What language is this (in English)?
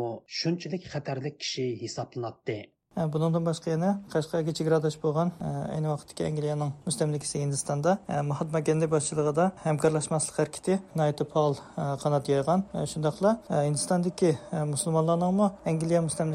Uyghur